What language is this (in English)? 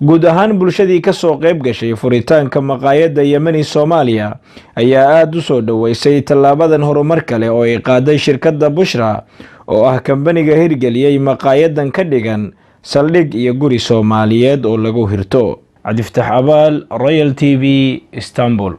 Somali